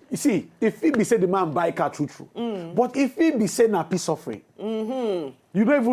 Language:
Nigerian Pidgin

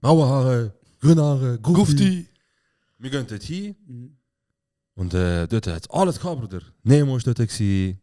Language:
Swiss German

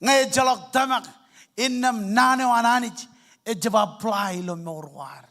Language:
Marshallese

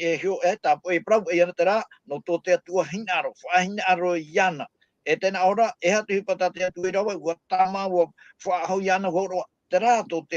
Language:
Tahitian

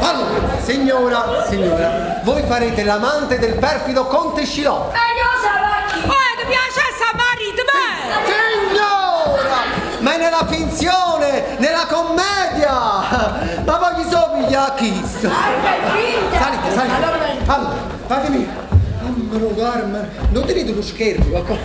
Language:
Neapolitan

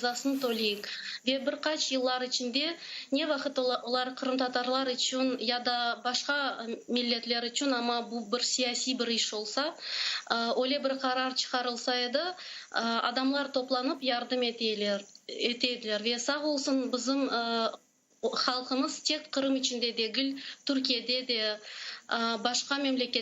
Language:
Crimean Tatar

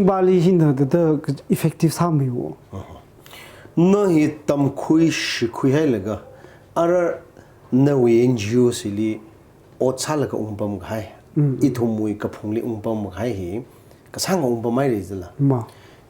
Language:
Tangkhul Naga (India)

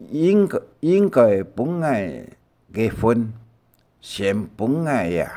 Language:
Hakka Chinese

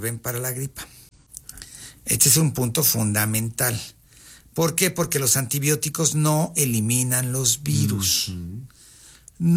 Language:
Spanish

